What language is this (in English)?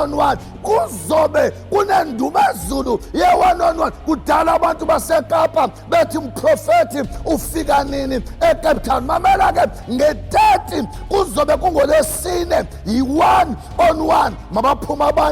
Zulu